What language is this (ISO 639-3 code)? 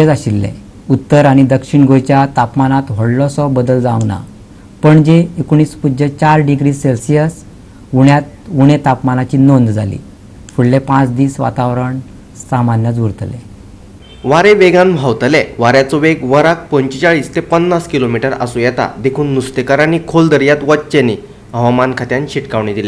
kok